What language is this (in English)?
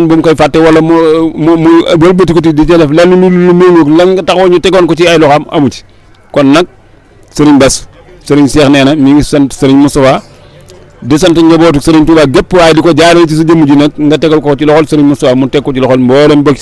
Wolof